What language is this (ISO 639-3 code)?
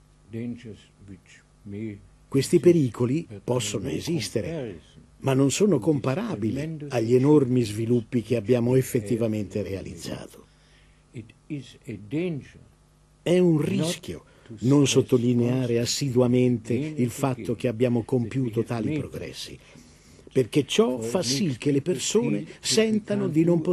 ita